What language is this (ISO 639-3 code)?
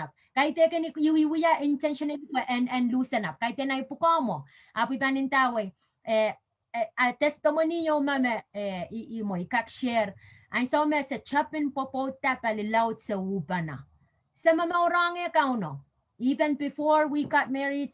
pon